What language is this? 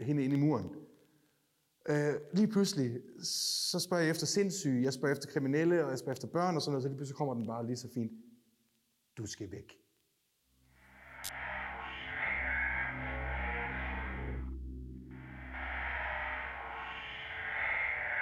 Danish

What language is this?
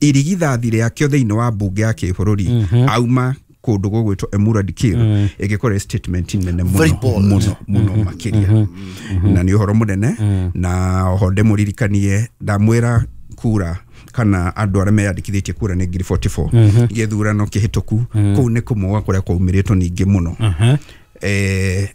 Kikuyu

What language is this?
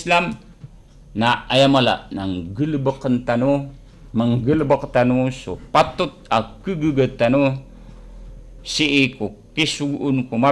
Maranao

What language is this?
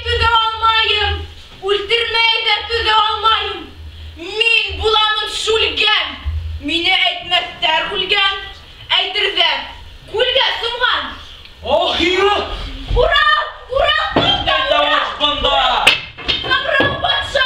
Bashkir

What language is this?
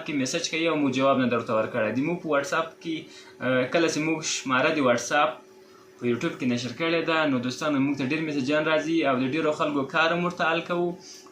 Pashto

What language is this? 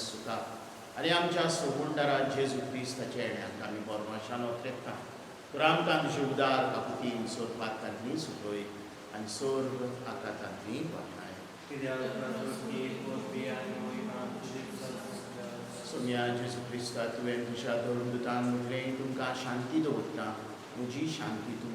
Konkani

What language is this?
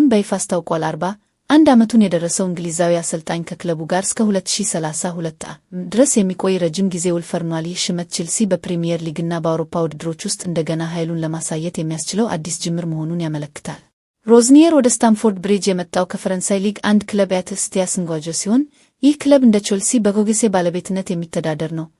Amharic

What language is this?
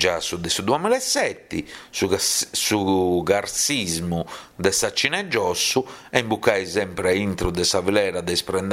Sardinian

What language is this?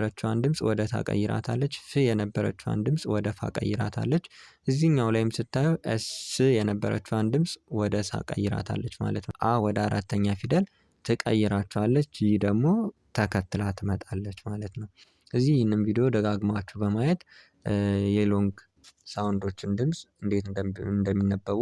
Amharic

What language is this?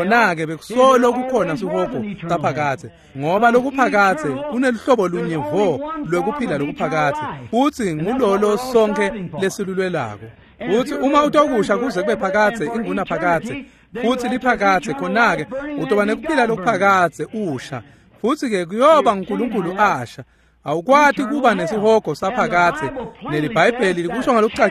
Swati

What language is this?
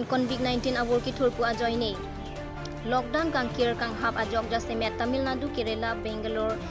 Karbi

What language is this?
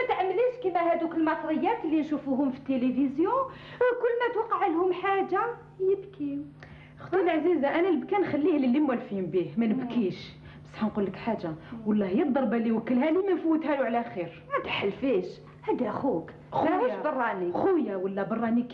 Algerian Arabic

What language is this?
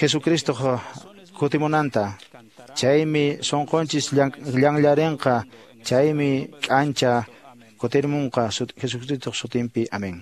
Quechua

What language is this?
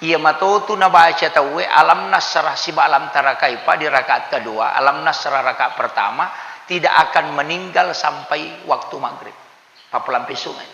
Buginese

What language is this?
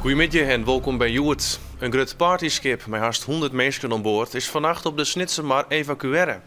Western Frisian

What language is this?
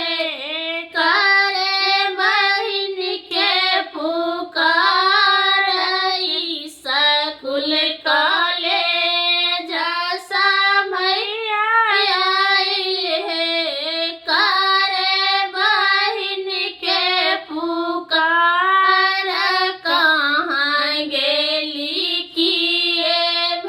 Maithili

